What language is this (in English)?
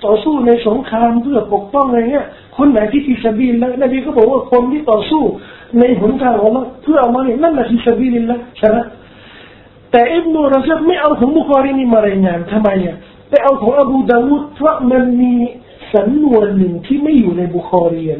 Thai